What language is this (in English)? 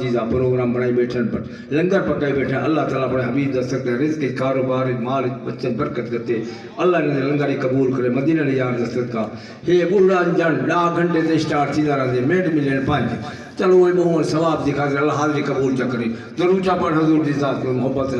Saraiki